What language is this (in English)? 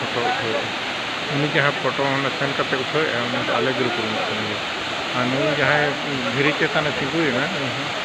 Santali